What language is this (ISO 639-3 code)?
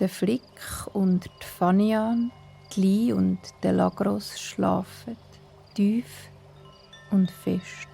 gsw